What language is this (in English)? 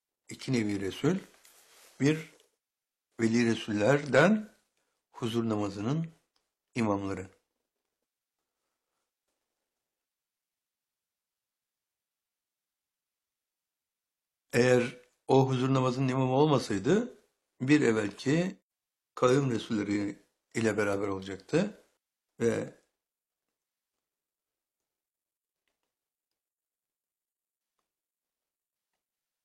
Turkish